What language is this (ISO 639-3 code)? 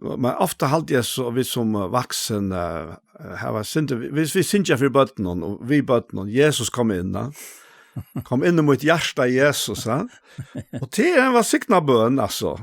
fao